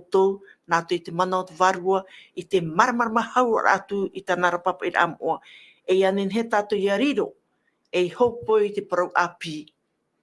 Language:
Tahitian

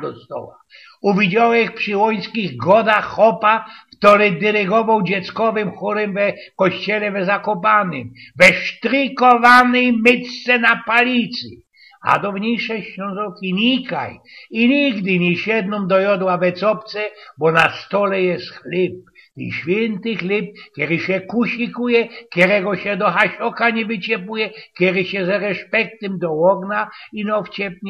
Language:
Silesian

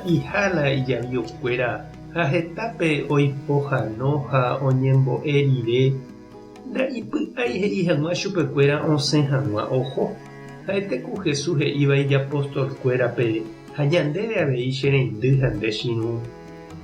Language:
Guarani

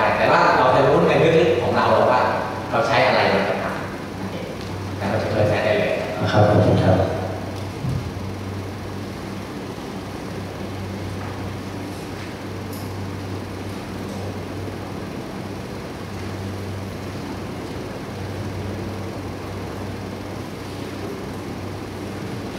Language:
Thai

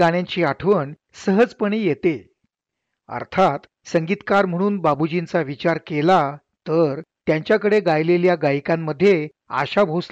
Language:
Marathi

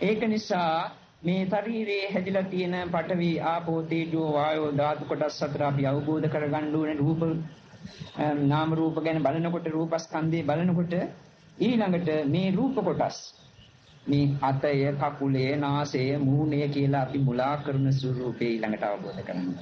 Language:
Sinhala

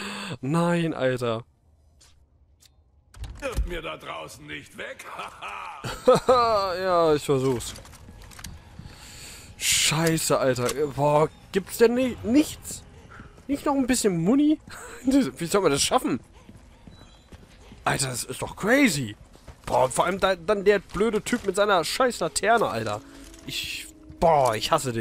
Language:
German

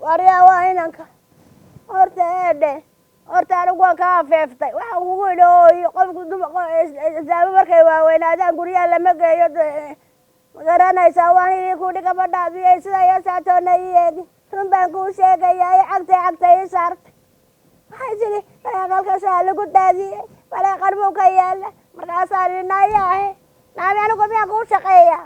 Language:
Somali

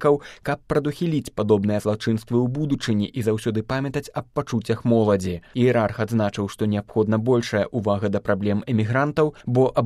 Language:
Belarusian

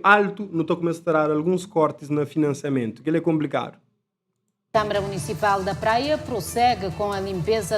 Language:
Kabuverdianu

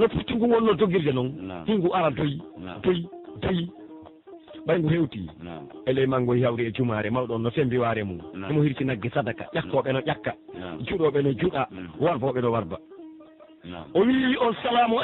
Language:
Pular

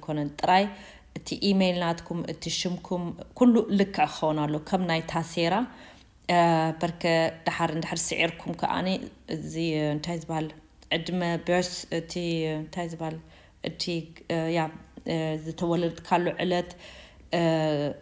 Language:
Tigrinya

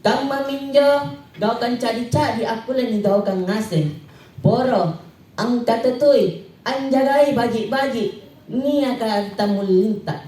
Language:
Makasar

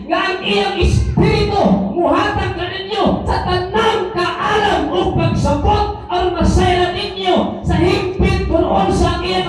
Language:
Cebuano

